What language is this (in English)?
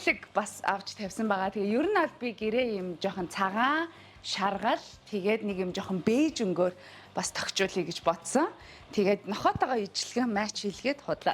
Mongolian